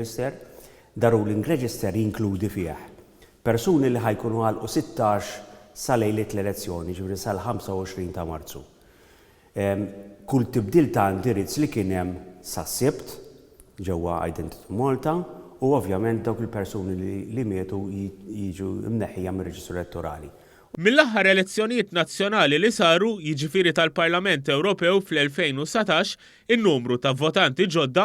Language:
Maltese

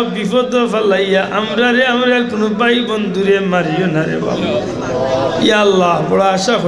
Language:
Sylheti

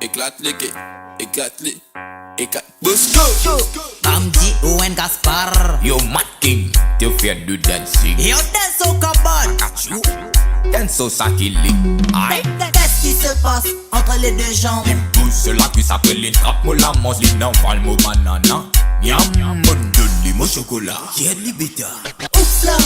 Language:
Morisyen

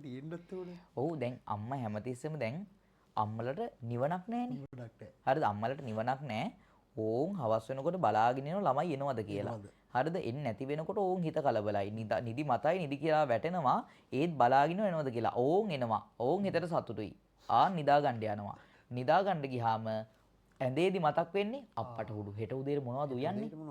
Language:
Sinhala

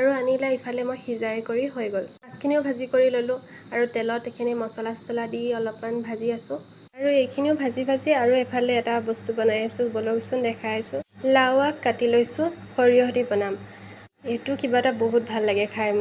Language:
Assamese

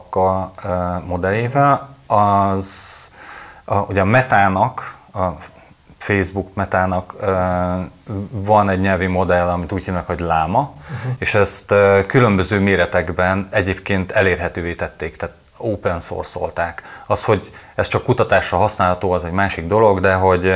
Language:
Hungarian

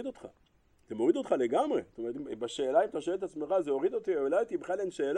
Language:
Hebrew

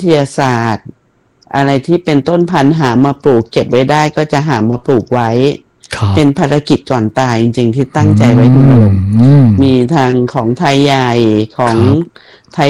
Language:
Thai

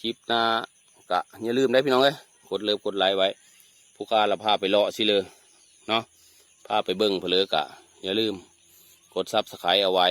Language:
Northeastern Thai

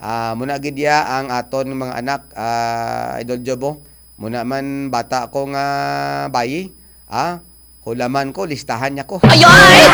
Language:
Hiligaynon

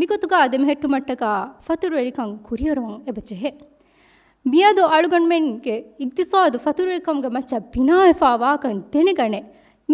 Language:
Divehi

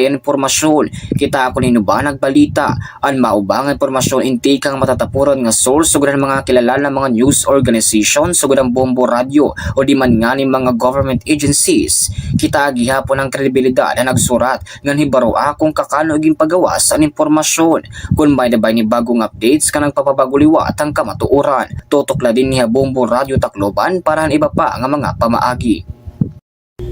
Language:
Waray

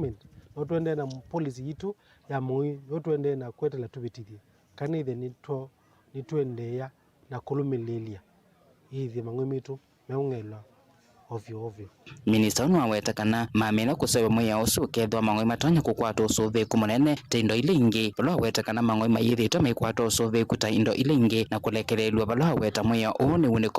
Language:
Kamba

